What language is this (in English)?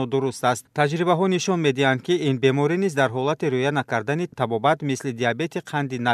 Tajik